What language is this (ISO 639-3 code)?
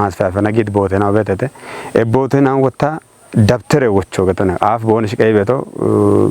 kbr